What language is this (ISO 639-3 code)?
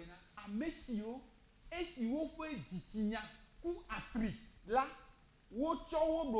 ewe